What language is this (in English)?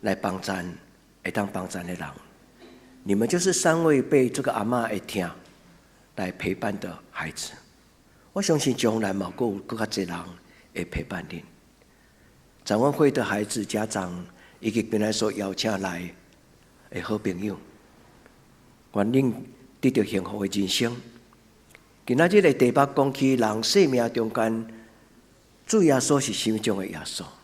Min Nan Chinese